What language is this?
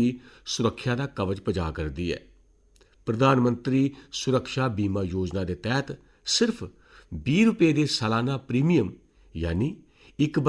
Dogri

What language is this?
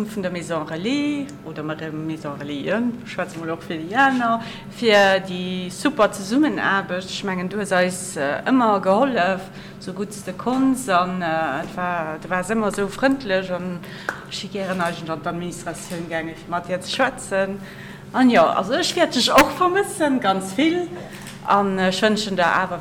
Luxembourgish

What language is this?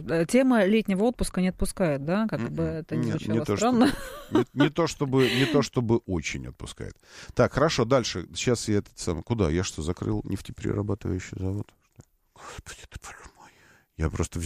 Russian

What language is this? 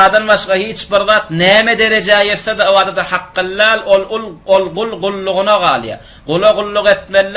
Turkmen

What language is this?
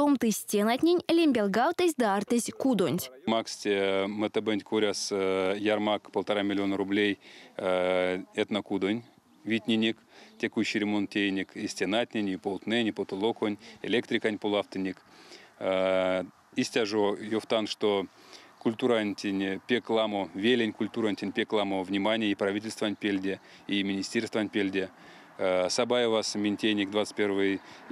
Erzya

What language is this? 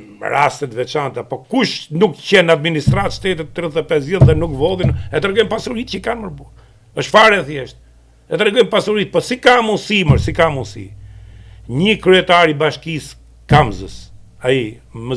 Albanian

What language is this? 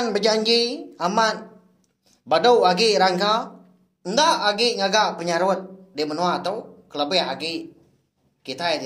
Iban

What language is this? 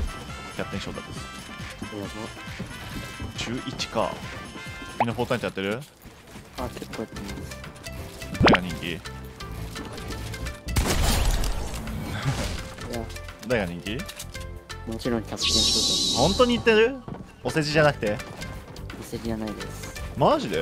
Japanese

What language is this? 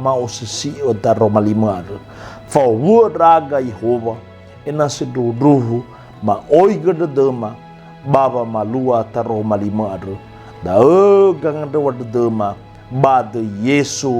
Nias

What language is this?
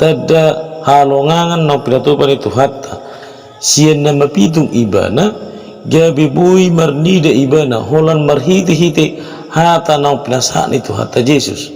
Batak Toba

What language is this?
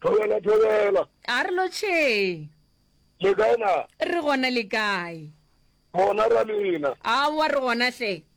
Northern Sotho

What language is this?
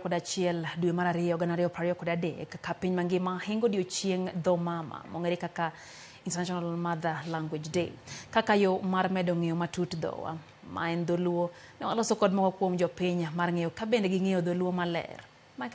Luo (Kenya and Tanzania)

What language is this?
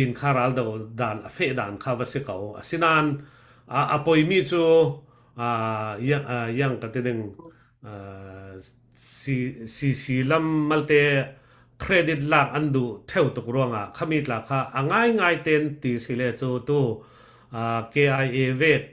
Falam Chin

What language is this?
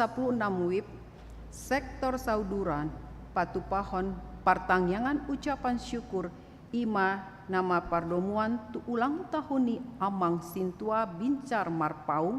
Batak Toba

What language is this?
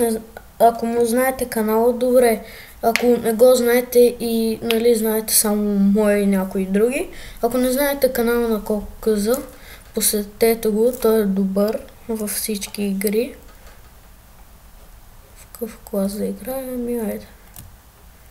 Bulgarian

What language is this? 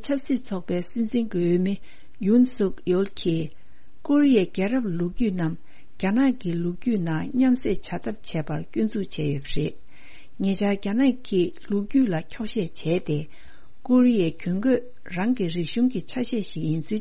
Tibetan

